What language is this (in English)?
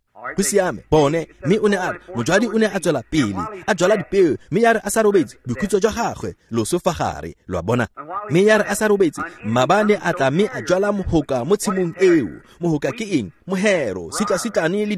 Tswana